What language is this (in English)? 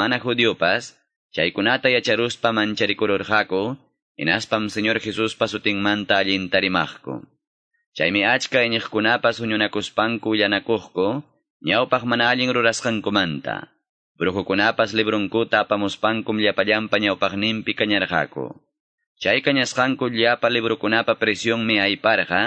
Quechua